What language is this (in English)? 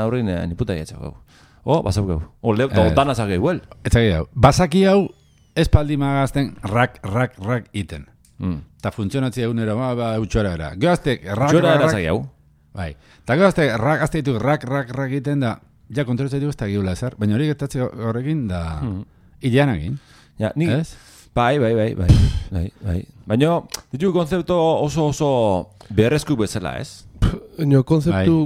Basque